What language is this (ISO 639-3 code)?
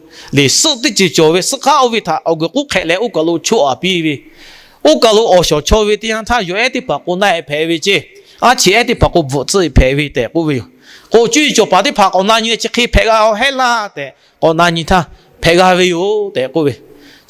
lhu